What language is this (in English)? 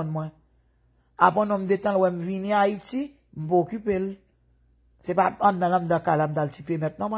Haitian Creole